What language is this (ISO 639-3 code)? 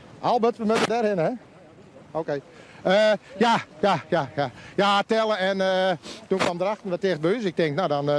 fry